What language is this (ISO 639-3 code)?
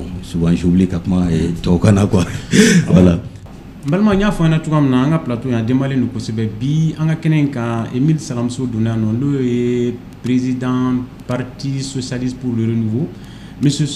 bam